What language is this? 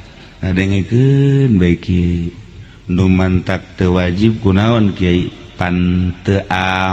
Sundanese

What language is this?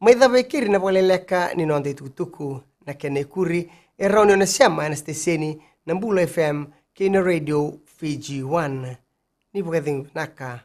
Fijian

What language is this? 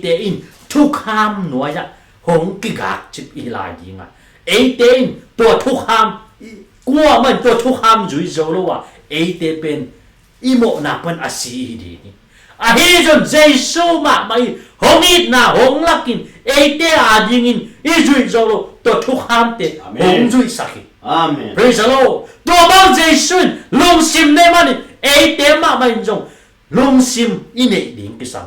Tedim Chin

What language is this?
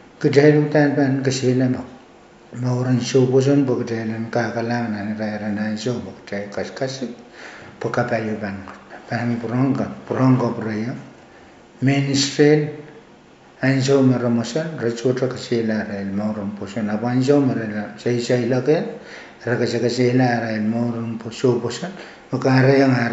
Pohnpeian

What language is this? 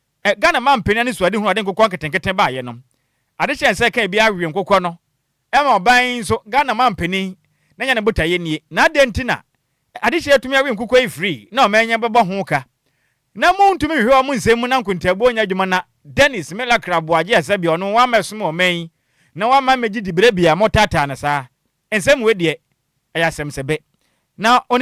Akan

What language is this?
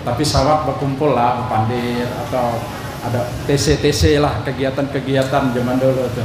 Banjar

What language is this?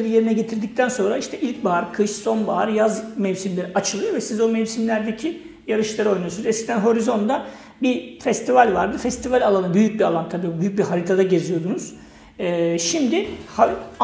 Turkish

